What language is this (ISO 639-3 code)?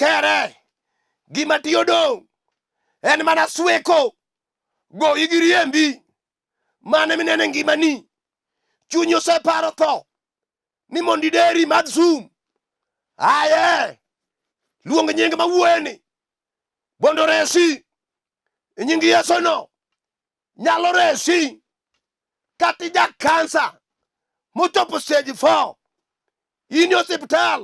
luo